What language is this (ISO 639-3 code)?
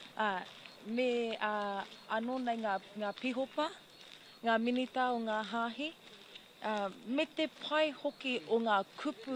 mri